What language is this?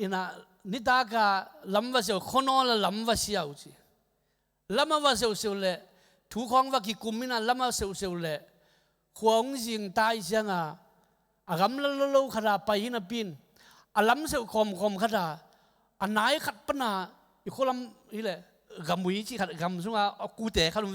Tedim Chin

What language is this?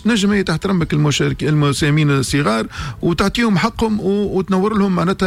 Tunisian Arabic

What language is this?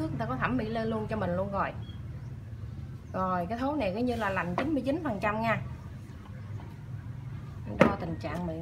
Vietnamese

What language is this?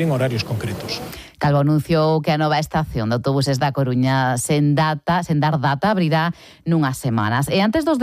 Galician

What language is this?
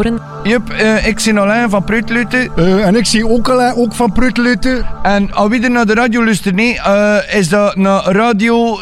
Dutch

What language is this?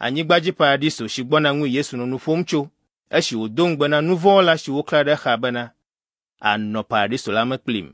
Ewe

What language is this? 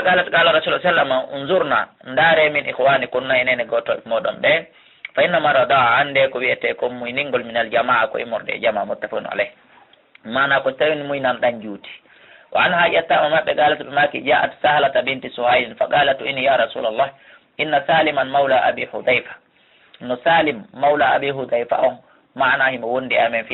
Pular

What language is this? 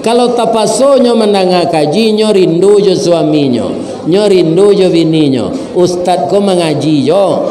Minangkabau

